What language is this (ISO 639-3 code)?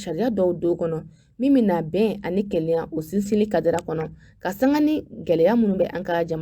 bam